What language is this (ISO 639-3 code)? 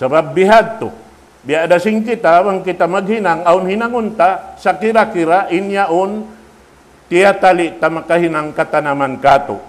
tsg